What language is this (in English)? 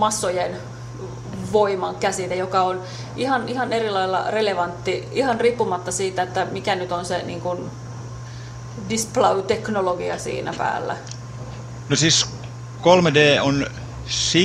Finnish